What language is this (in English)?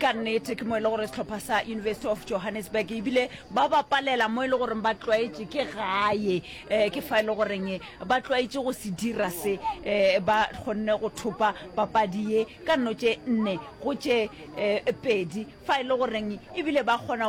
Northern Sotho